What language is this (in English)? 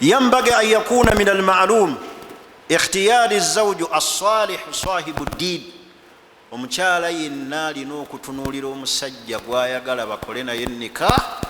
Ganda